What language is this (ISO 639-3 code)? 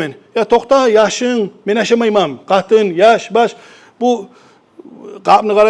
kum